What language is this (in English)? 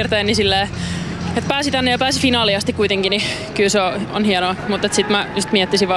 Finnish